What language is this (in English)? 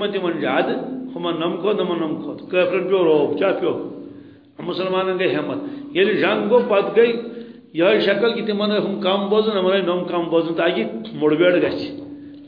Kashmiri